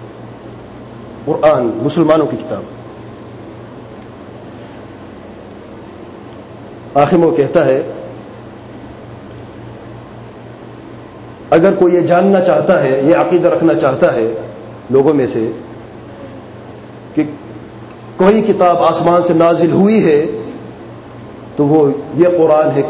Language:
Urdu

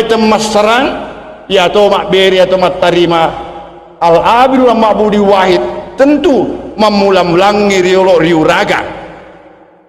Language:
Buginese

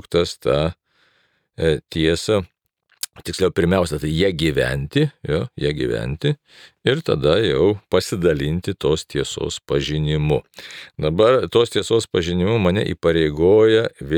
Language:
Lithuanian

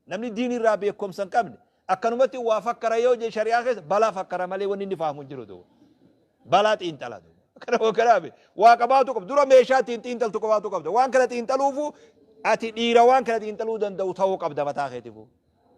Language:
Oromo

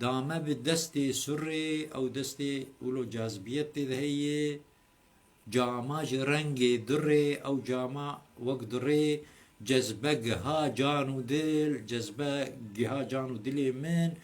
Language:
Kurdish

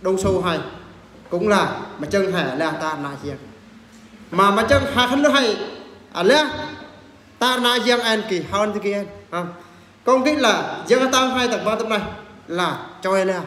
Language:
Eastern Bru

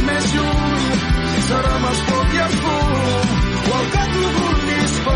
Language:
Catalan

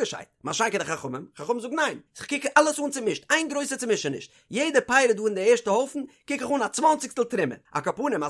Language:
Yiddish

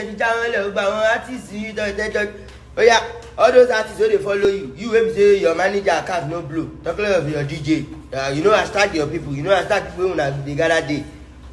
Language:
Nigerian Pidgin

